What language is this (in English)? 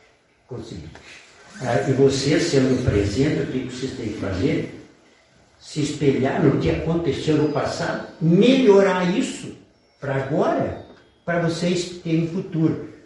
Portuguese